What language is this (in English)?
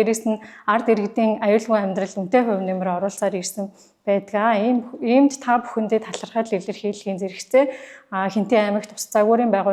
Mongolian